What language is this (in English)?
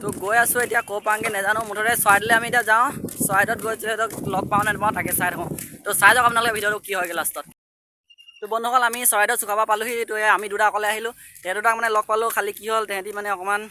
Assamese